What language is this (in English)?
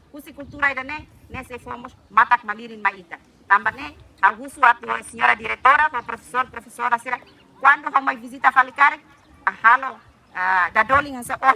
Tetum